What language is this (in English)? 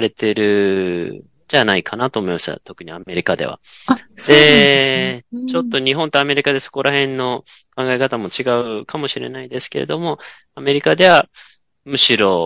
Japanese